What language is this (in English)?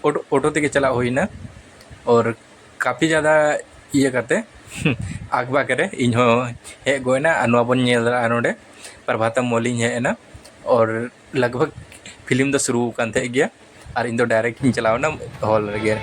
Santali